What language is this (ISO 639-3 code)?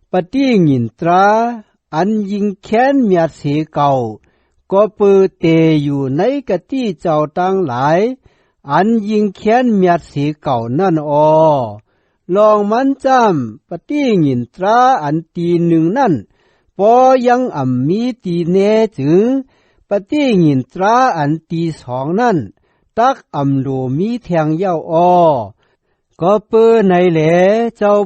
shn